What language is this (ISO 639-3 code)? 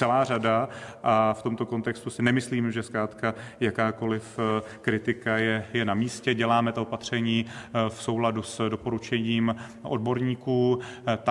ces